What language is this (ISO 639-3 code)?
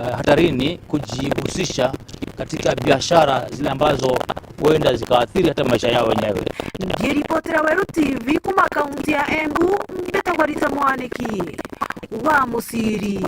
mer